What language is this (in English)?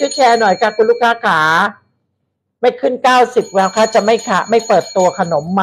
Thai